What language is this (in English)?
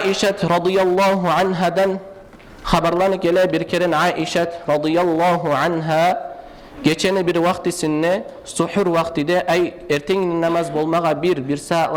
Kumyk